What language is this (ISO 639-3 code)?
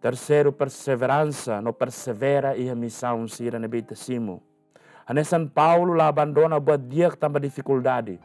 tet